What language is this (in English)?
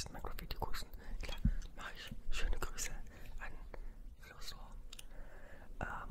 German